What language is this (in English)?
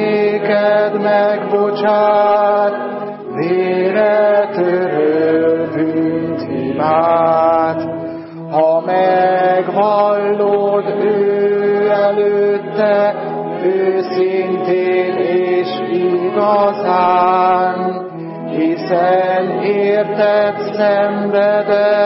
Hungarian